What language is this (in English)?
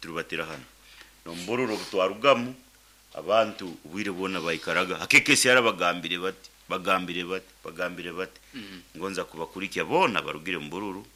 Nyankole